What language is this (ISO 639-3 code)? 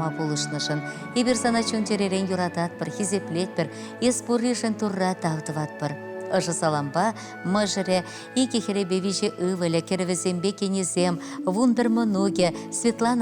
chv